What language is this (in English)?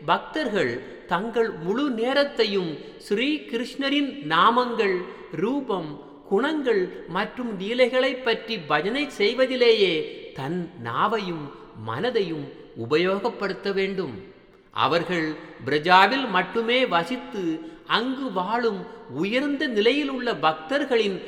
Tamil